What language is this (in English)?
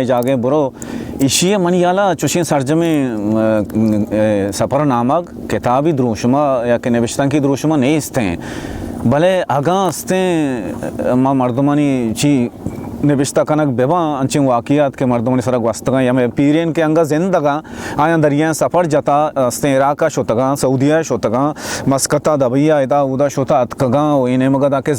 Baluchi